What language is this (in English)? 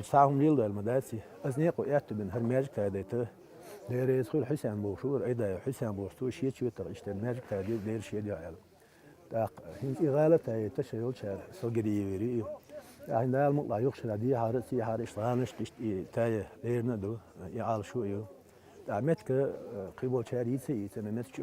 Chechen